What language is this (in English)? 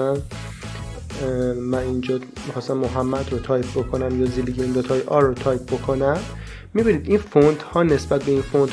Persian